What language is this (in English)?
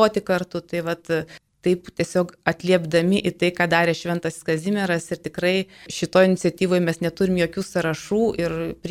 Lithuanian